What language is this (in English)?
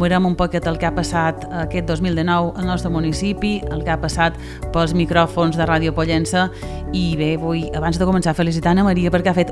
Catalan